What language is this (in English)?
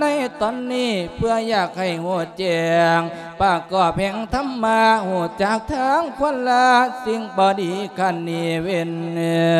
Lao